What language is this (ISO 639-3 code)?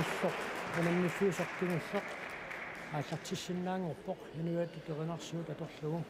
kal